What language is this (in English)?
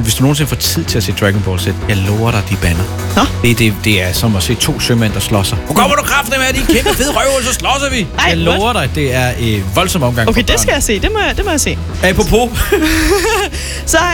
Danish